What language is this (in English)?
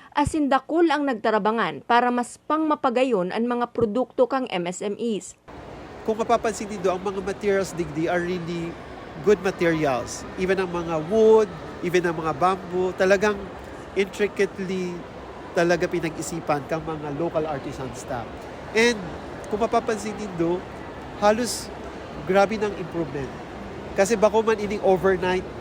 Bikol